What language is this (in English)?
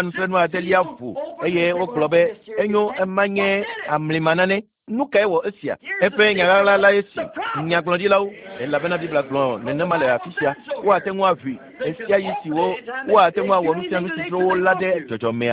Ewe